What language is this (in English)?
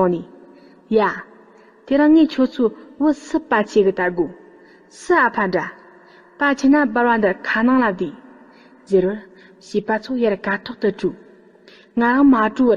Tibetan